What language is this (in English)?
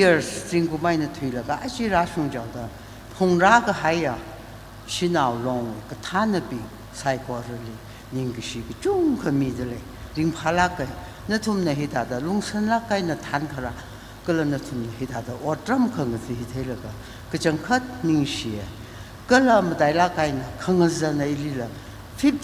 Tangkhul Naga (India)